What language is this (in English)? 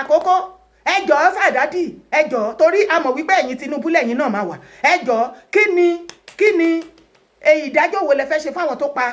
Yoruba